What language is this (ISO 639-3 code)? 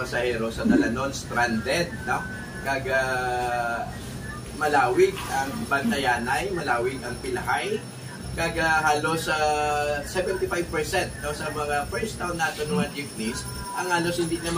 hil